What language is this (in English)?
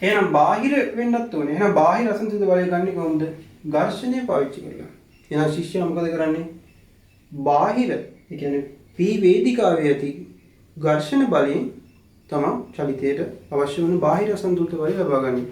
Sinhala